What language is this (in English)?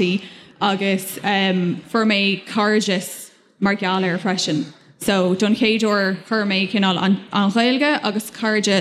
Irish